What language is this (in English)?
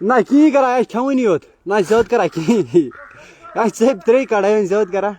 Kashmiri